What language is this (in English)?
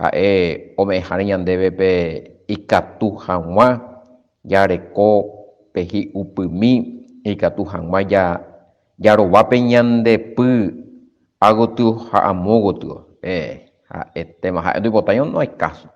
Guarani